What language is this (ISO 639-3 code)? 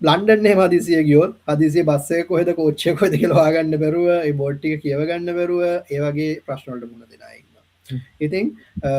sin